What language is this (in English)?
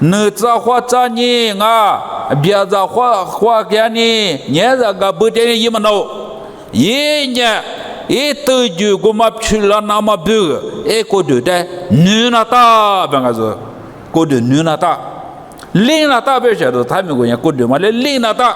Lisu